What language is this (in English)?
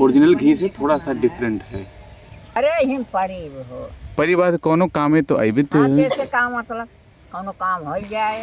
Awadhi